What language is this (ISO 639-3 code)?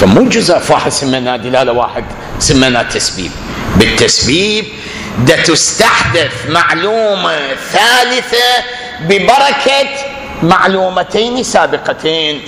acm